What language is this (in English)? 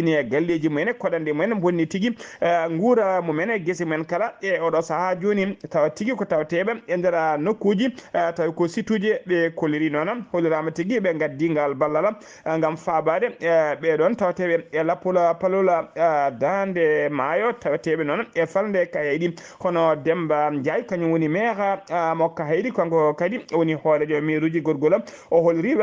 Fula